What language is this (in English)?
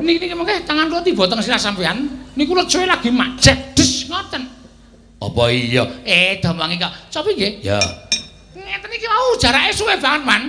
Javanese